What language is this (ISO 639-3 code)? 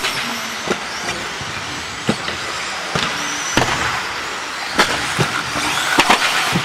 fin